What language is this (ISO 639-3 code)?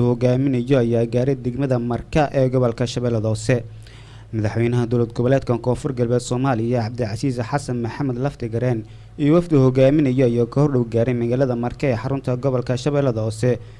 som